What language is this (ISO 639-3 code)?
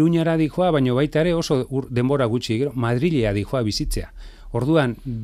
eus